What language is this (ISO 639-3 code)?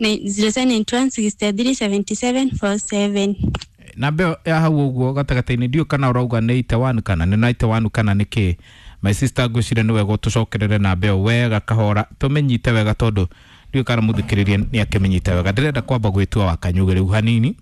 kik